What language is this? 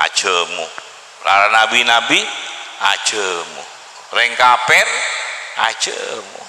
Madurese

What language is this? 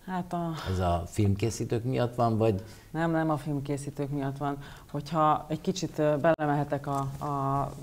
Hungarian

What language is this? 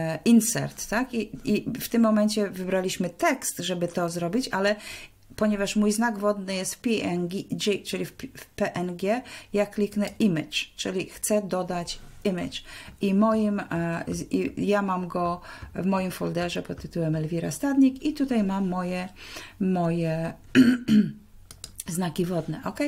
Polish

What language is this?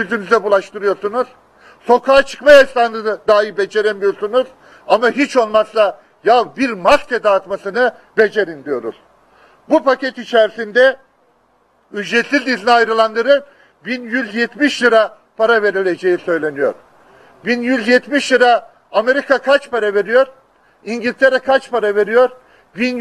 Turkish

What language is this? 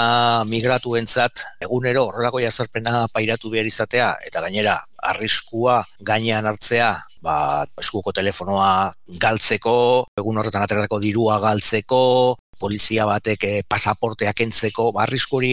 Basque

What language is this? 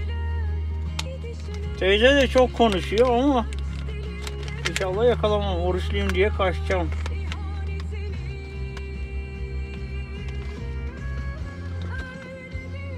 Turkish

